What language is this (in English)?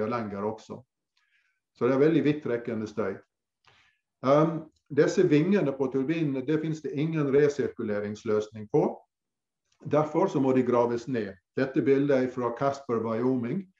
Norwegian